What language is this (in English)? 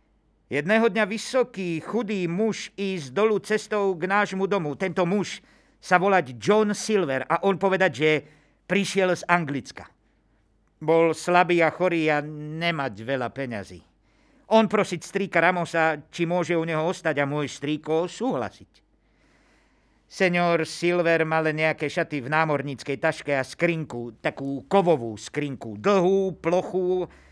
Slovak